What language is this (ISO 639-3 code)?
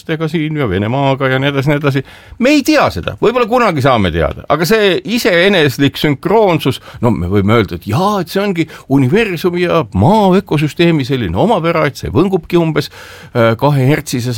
est